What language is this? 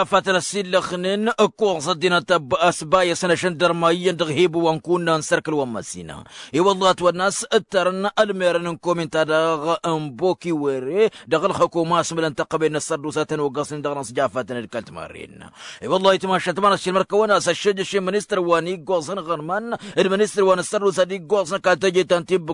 Tamasheq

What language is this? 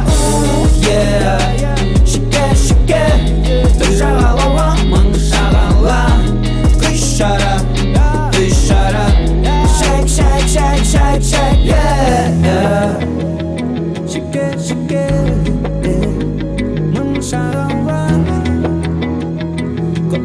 Kazakh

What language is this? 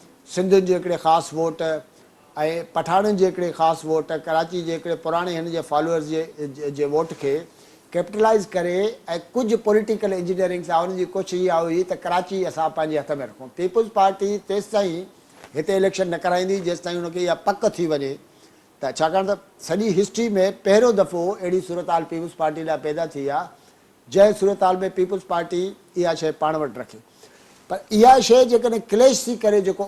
Sindhi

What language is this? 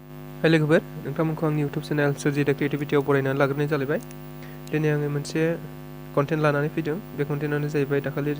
Bodo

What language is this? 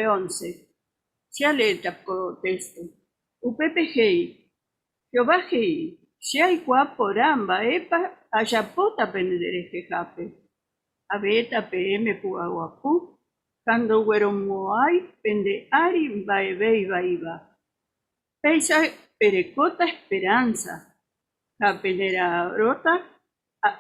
Guarani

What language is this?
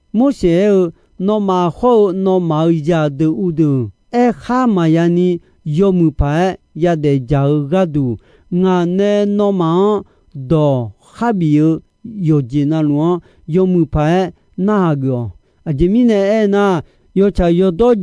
Akha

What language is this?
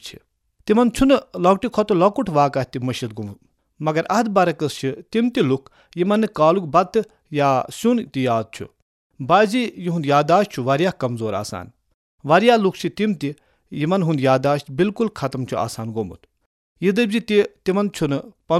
Kashmiri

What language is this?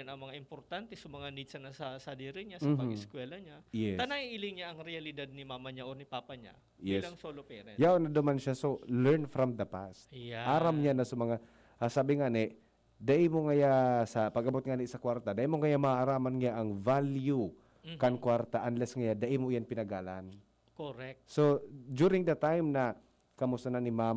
Bikol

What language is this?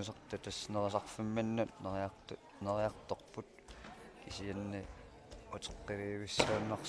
Kalaallisut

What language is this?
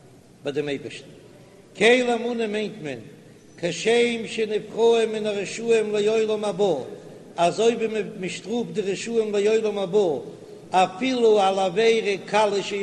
Yiddish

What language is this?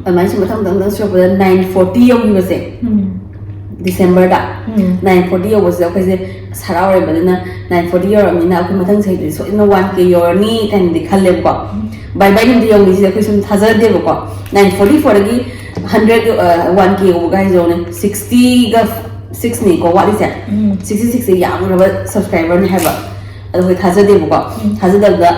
Manipuri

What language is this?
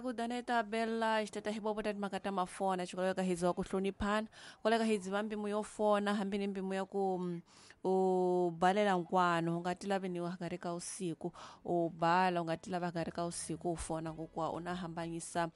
Tsonga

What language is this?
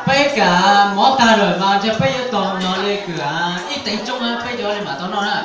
Hmong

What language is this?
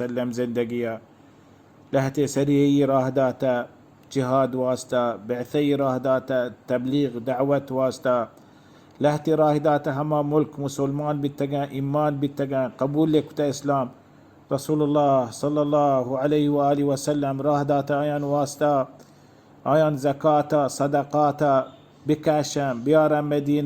Baluchi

